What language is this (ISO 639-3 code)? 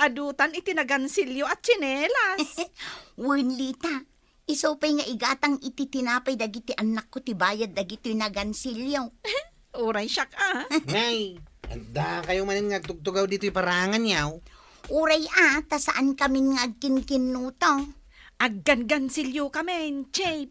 ilo